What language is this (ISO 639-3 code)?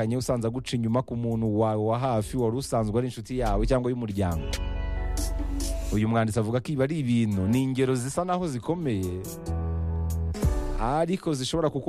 kin